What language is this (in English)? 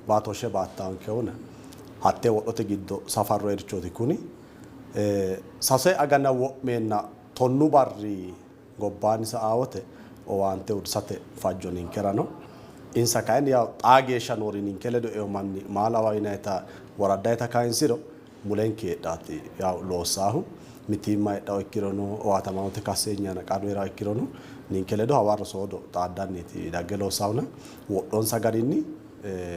Sidamo